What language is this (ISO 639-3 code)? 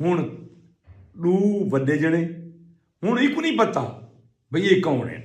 skr